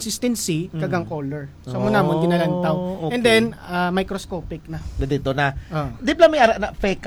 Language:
Hiligaynon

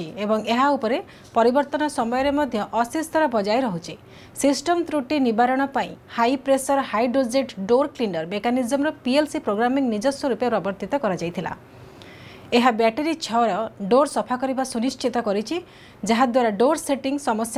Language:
Odia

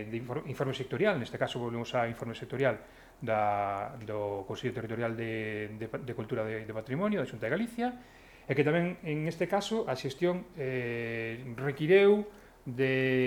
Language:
Galician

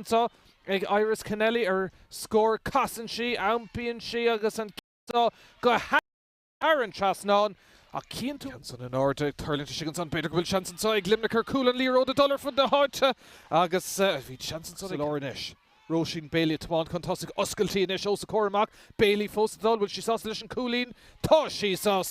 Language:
Irish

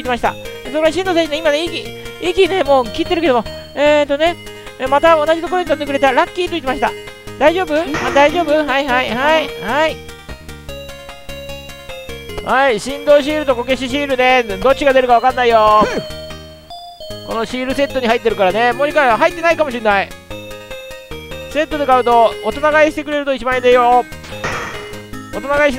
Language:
Japanese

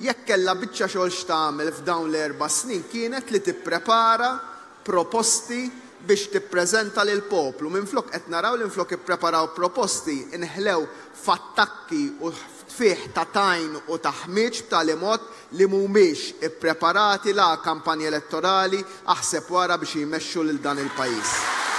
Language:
Maltese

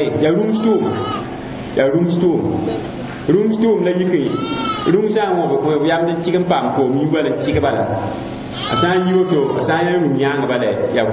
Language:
Mossi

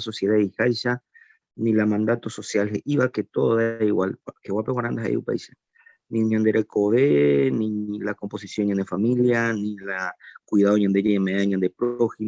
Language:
Guarani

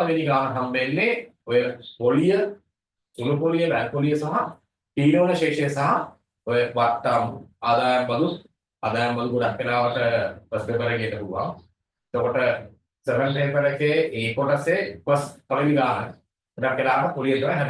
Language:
Sinhala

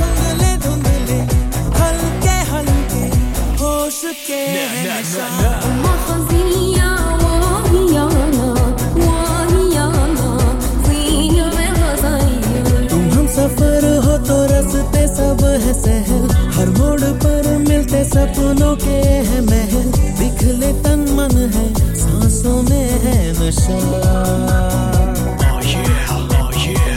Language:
Hindi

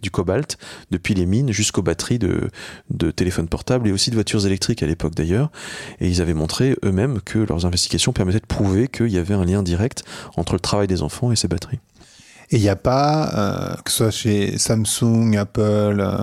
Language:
French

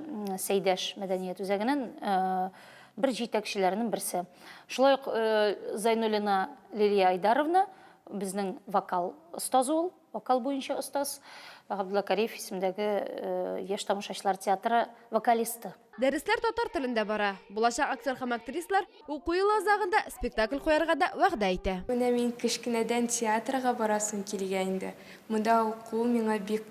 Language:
Tatar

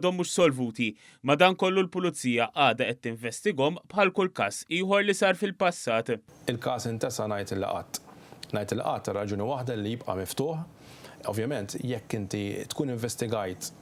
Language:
Maltese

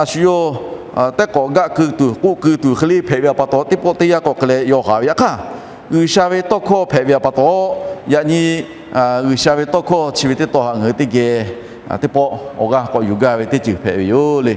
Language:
Lahu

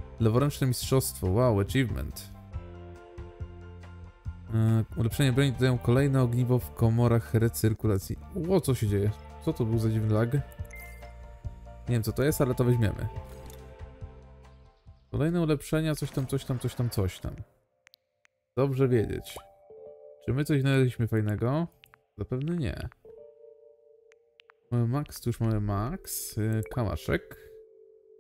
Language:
Polish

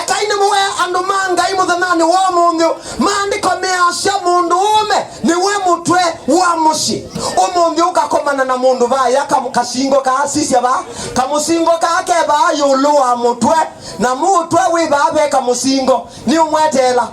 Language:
Kamba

